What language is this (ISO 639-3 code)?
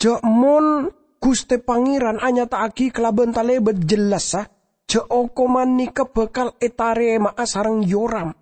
mad